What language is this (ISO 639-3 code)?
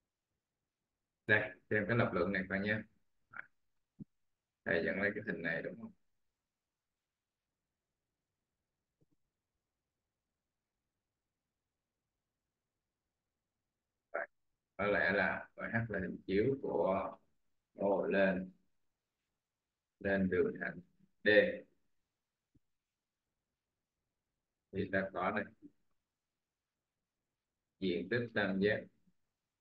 vie